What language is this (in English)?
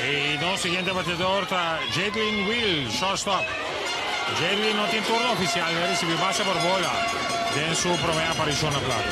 Papiamento